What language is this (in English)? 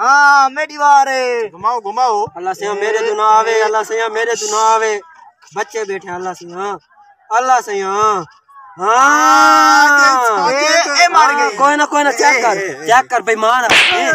Saraiki